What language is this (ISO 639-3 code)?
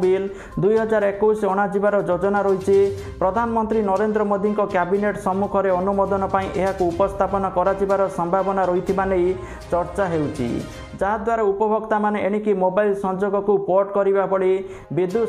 ori